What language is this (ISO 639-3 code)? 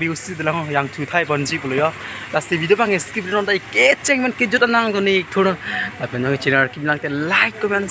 mjw